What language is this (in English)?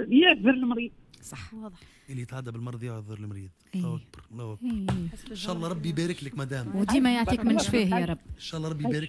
Tunisian Arabic